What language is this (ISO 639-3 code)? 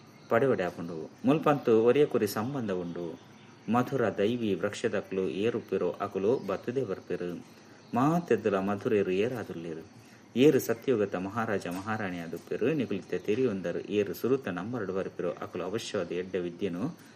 tcy